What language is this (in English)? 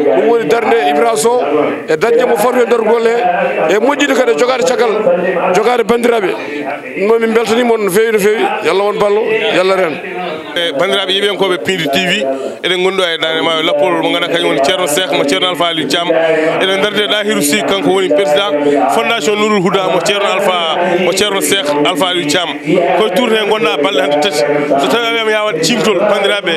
Fula